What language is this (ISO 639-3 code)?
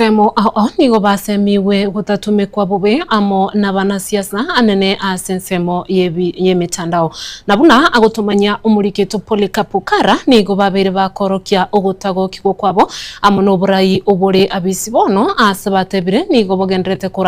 guz